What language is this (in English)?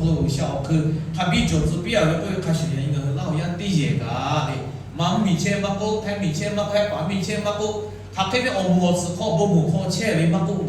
Lahu